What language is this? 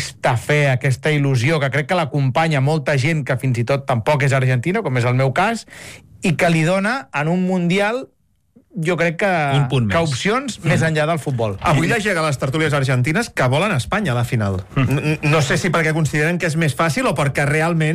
Catalan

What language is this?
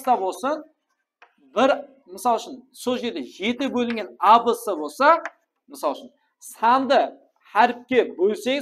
Kara-Kalpak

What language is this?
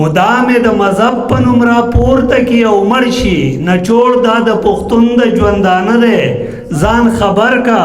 Pashto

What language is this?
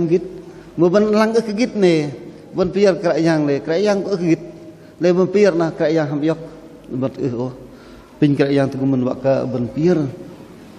Bahnar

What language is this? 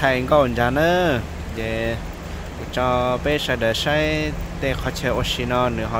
Hmong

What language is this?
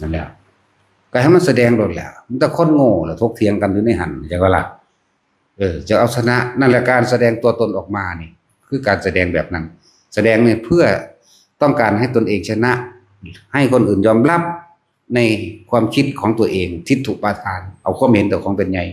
Northeastern Thai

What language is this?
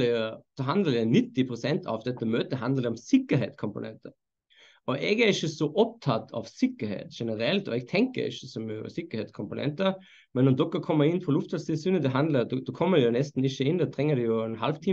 Norwegian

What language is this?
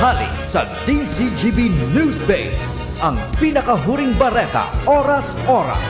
Bikol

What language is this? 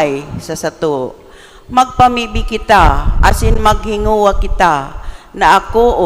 Bikol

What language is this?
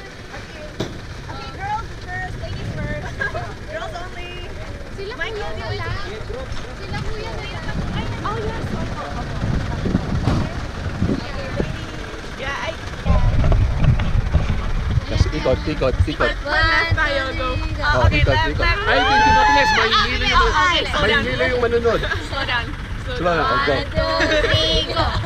Filipino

